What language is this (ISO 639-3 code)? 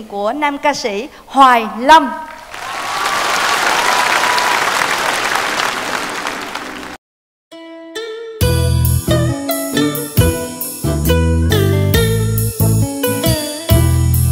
vie